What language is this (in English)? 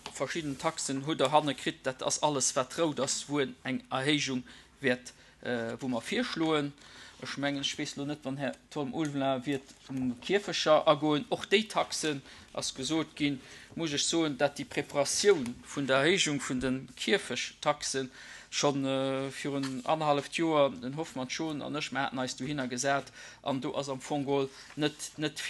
Luxembourgish